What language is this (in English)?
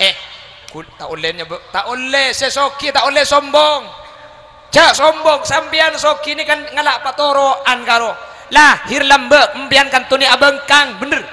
Madurese